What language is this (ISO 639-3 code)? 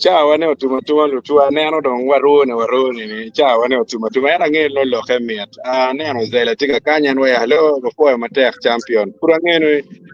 ach